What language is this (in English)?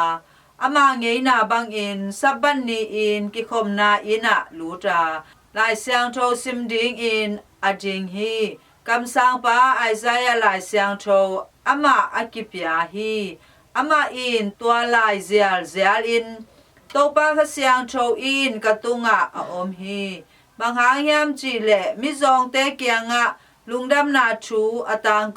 Tedim Chin